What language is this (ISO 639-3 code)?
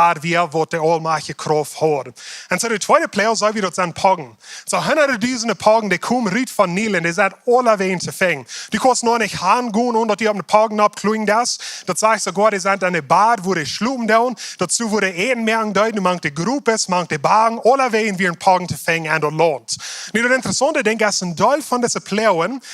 pdt